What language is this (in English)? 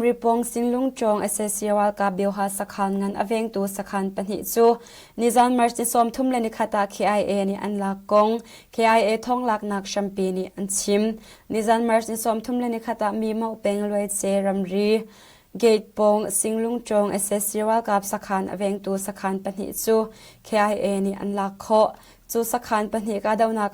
Hakha Chin